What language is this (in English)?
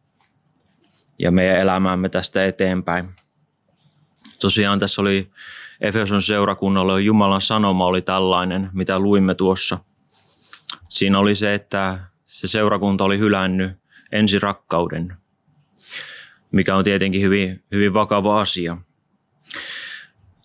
Finnish